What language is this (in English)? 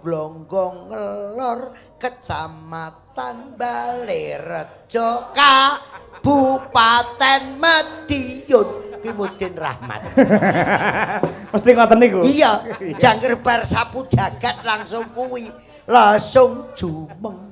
Javanese